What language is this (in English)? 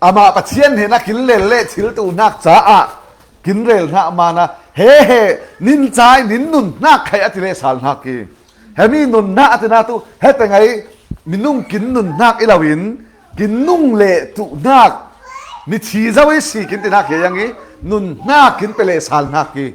Falam Chin